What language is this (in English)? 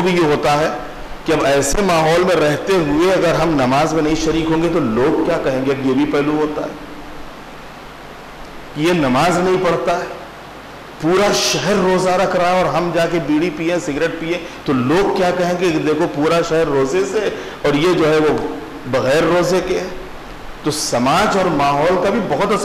Urdu